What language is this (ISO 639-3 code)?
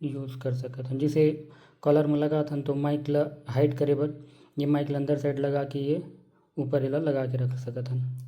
hne